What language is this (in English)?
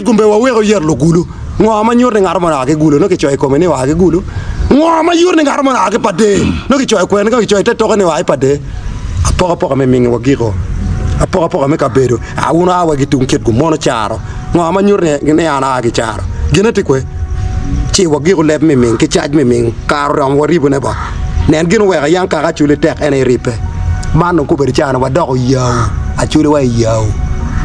Acoli